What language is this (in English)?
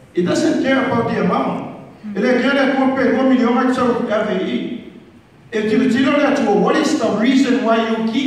Samoan